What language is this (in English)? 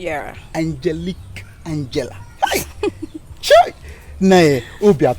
Igbo